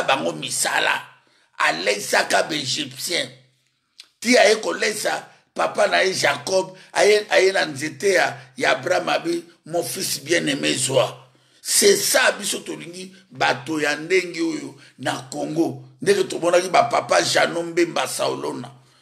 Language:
Lingala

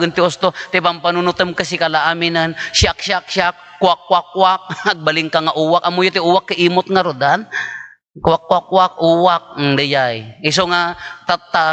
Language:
Iloko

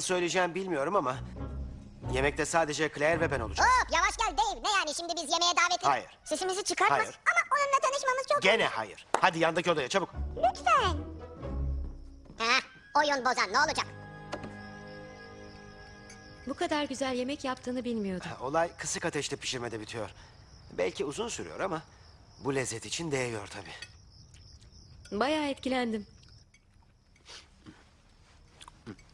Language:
Turkish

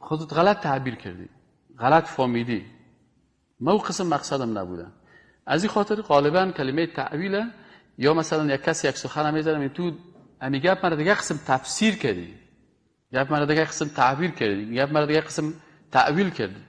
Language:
Persian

